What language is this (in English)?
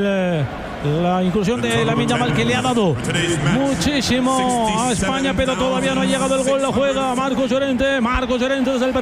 Spanish